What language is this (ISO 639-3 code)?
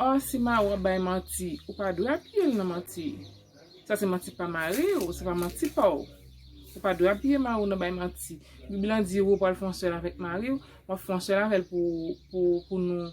hat